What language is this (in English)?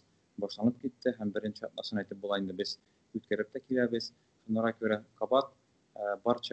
Tatar